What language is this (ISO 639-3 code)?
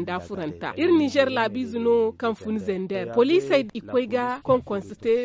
dje